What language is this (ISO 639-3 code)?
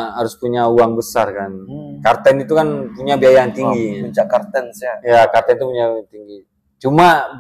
ind